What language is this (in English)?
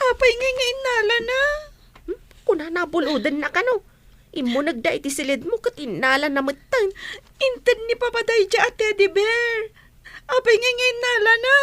Iloko